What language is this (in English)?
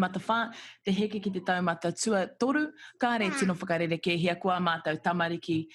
Māori